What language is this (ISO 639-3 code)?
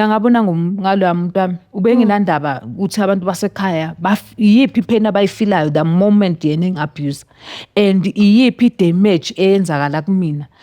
zul